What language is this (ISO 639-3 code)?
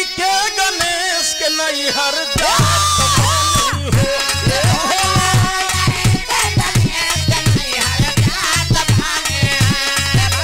bho